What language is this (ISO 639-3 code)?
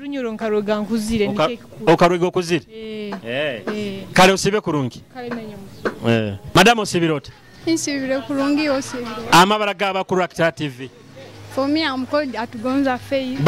nyo